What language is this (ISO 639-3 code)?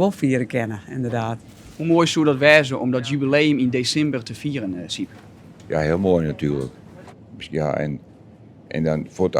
fry